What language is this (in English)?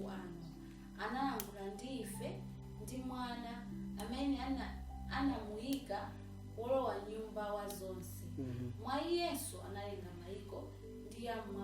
Nyanja